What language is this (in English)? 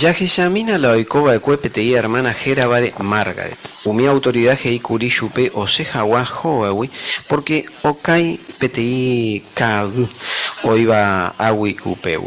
Guarani